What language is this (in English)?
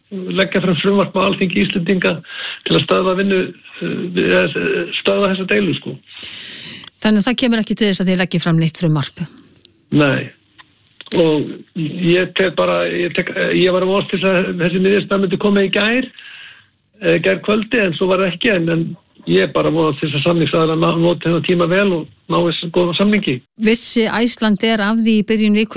Icelandic